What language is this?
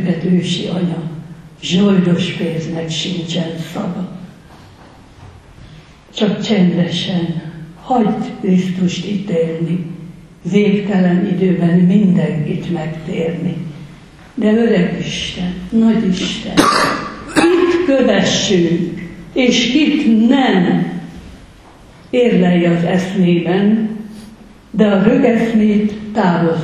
Hungarian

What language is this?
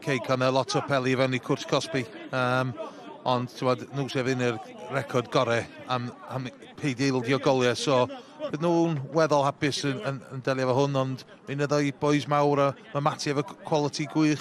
Welsh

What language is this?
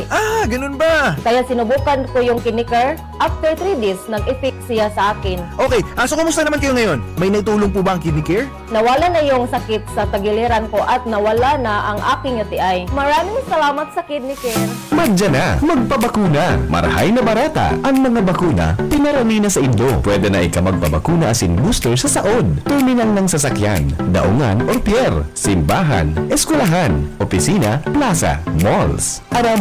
Bikol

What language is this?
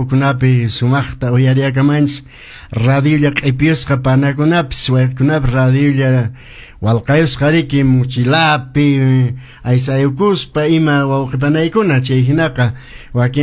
Quechua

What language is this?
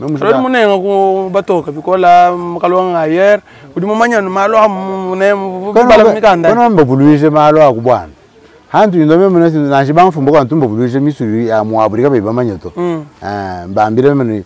Luba-Lulua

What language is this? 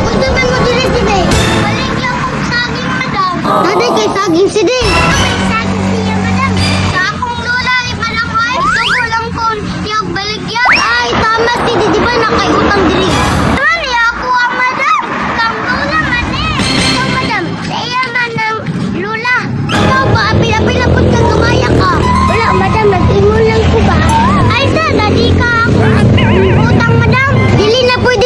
Cebuano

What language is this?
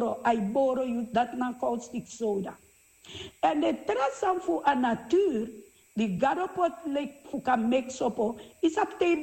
Sranan Tongo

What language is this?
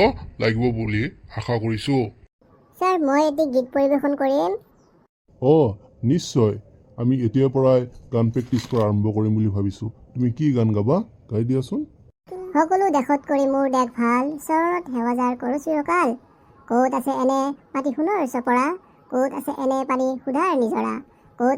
Assamese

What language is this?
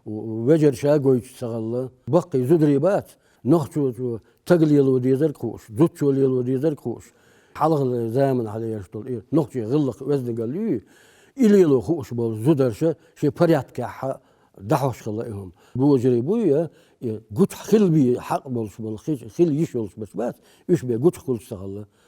Chechen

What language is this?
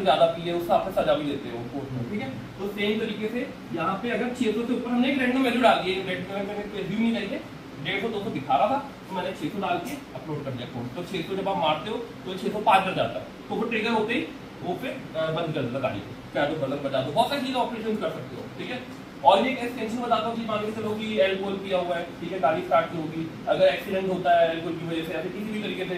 Hindi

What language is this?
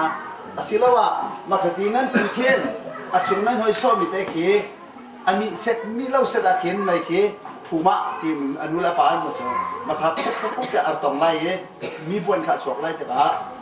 Hakha Chin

